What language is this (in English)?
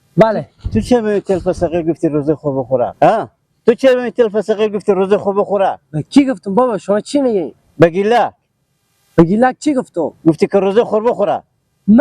Persian